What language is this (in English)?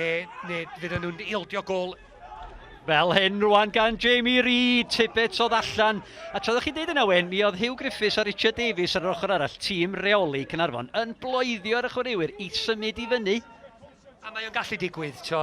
Welsh